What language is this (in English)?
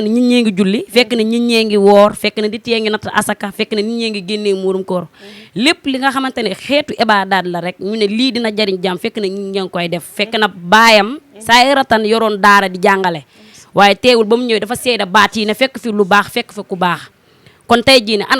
Wolof